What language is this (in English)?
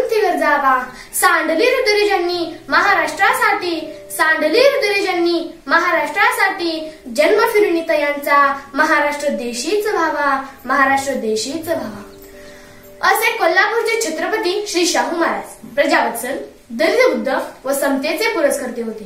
Marathi